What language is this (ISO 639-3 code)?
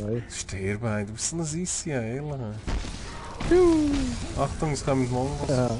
gsw